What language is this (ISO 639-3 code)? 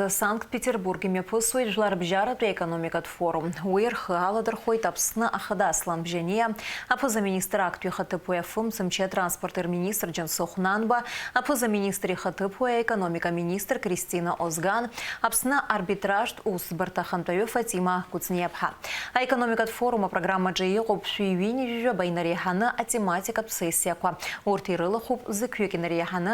abk